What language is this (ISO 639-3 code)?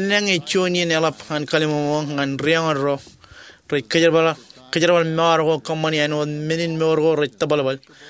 mah